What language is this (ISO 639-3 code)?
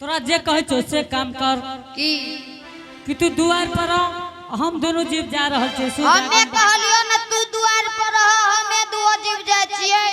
anp